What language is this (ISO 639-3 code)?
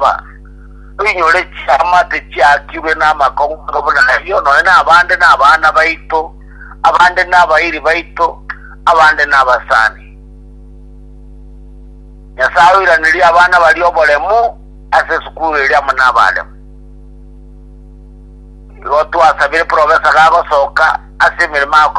guz